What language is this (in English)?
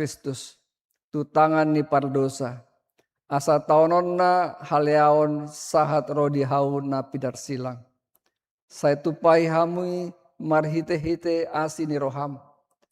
Batak Toba